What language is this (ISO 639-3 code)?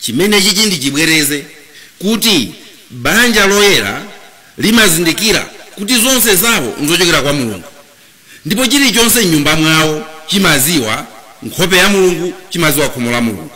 nya